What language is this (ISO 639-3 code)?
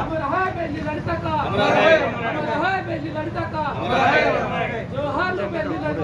tel